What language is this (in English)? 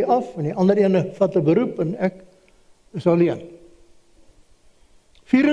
Afrikaans